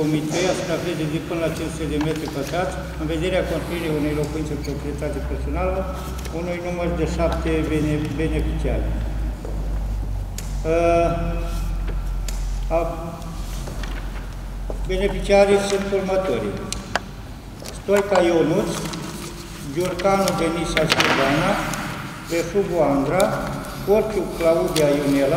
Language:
Romanian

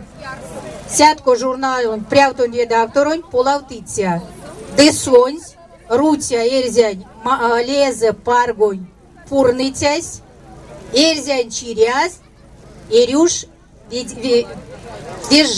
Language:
Erzya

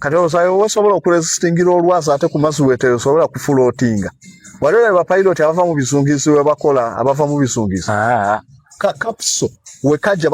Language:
Ganda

